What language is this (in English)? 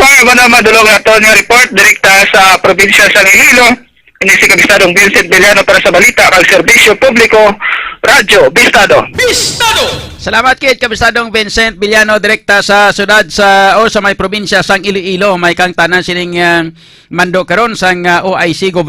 Hiligaynon